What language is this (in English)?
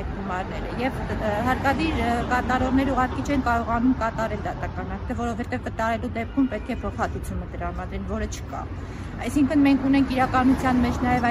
Armenian